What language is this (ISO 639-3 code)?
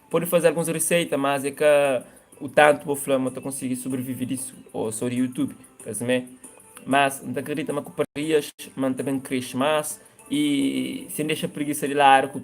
kea